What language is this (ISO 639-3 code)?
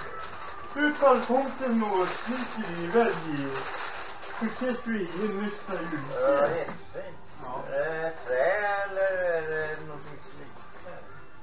swe